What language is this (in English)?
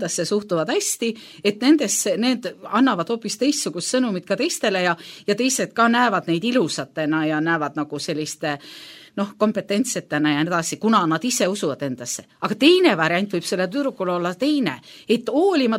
Estonian